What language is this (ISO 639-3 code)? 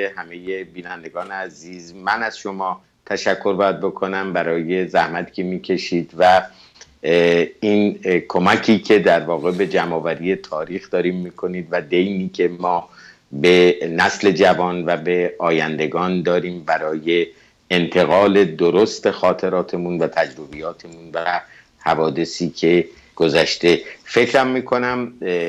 fas